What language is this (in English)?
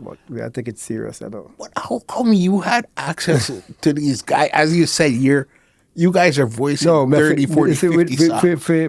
Jamaican Creole English